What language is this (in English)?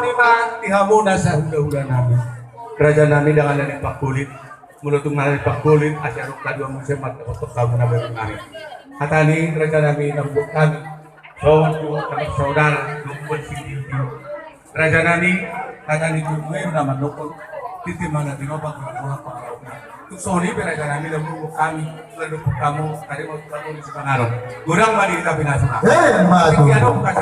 Batak Toba